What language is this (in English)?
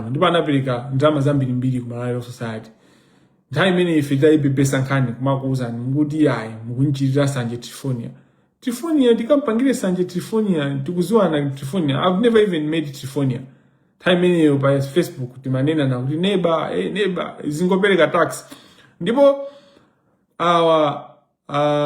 Nyanja